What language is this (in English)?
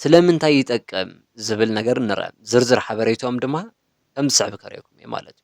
Tigrinya